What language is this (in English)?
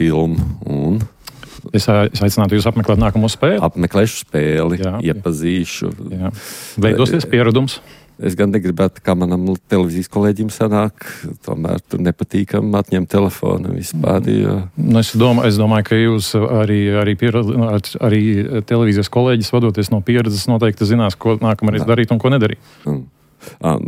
Latvian